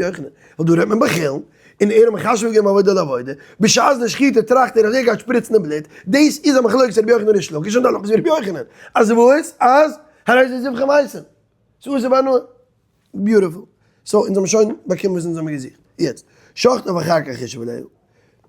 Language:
Yiddish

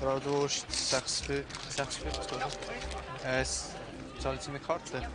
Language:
Swiss German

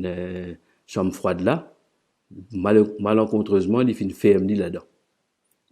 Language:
Morisyen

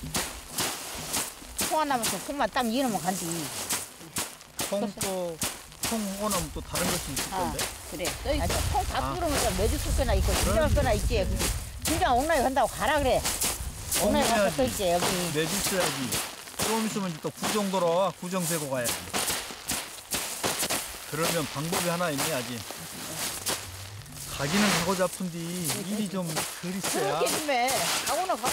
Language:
Korean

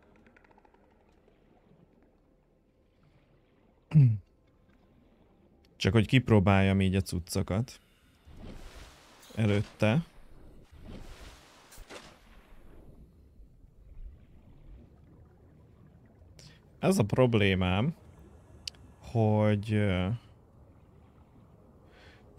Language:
Hungarian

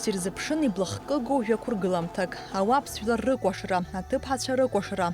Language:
Abkhazian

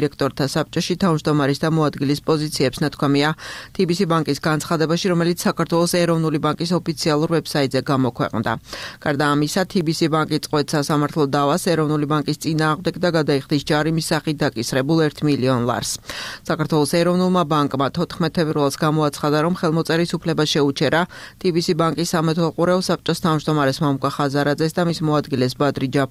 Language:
Georgian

